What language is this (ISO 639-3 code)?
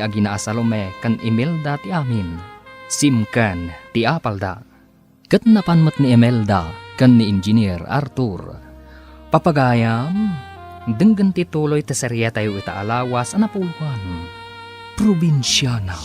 ilo